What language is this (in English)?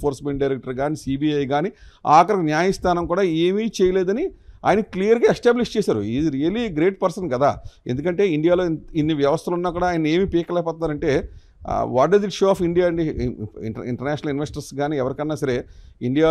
Telugu